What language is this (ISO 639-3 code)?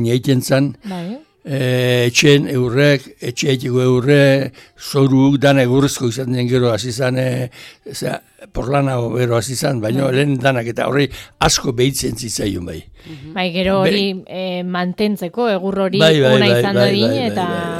eus